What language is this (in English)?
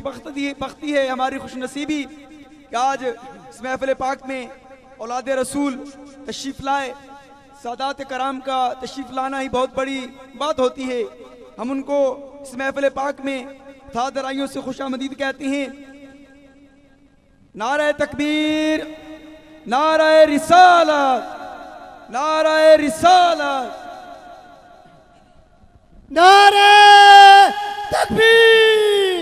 Urdu